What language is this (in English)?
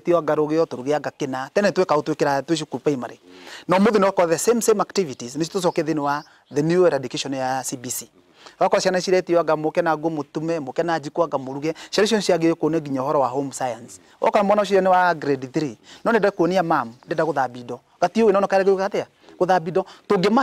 Kikuyu